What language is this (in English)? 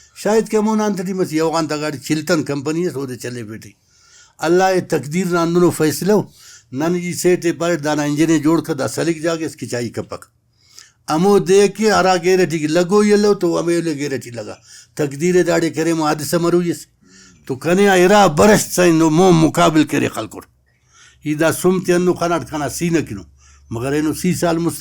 Brahui